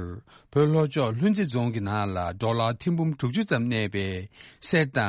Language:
Tibetan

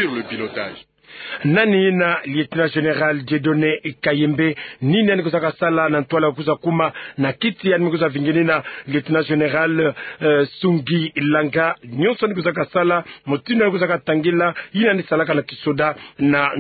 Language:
Kituba (Democratic Republic of Congo)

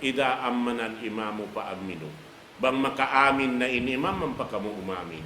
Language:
Tausug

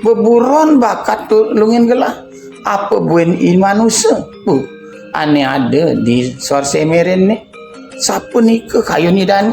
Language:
Balinese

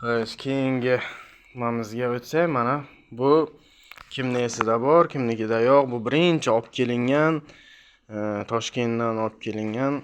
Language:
Uzbek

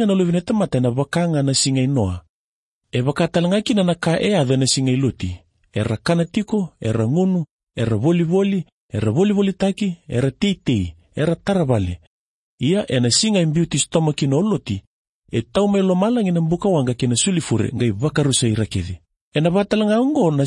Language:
Fijian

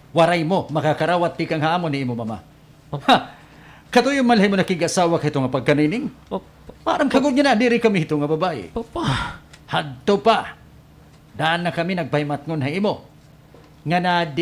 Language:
Waray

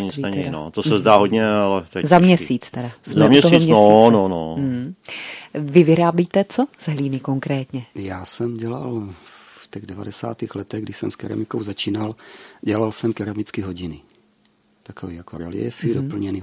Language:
Czech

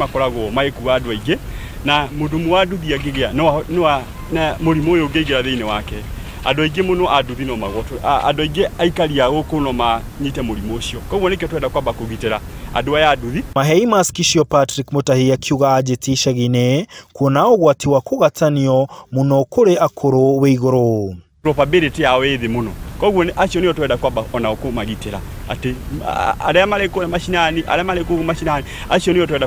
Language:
Kikuyu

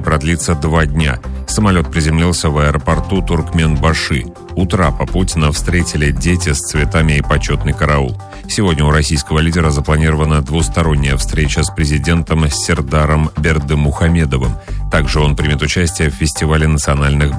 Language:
Russian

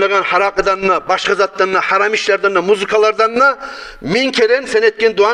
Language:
Kumyk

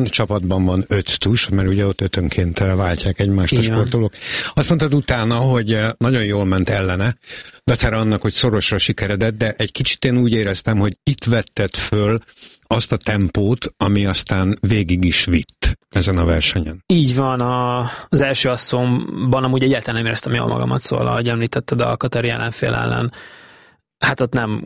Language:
Hungarian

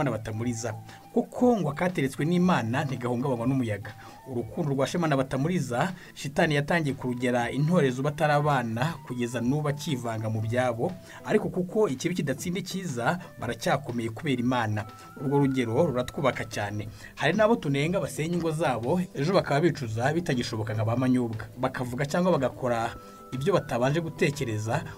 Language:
Kinyarwanda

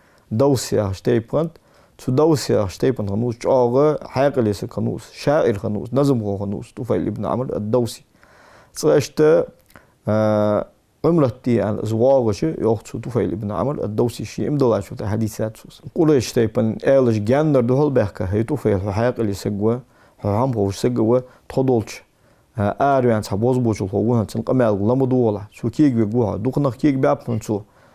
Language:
Ingush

